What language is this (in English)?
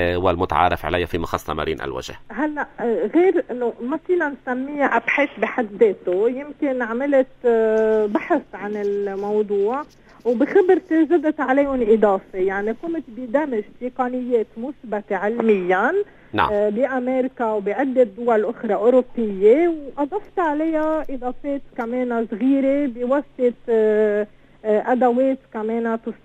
North Levantine Arabic